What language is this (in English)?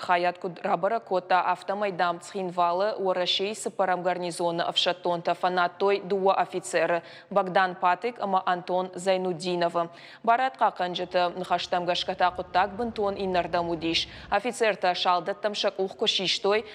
Ossetic